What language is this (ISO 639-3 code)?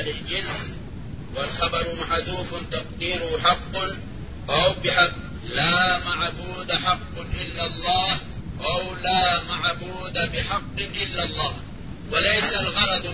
ara